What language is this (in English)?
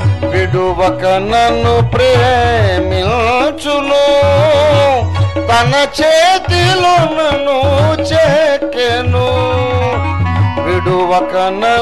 Telugu